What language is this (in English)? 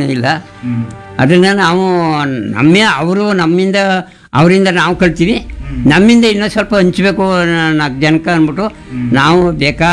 Kannada